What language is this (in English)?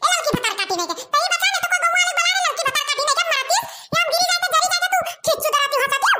Awadhi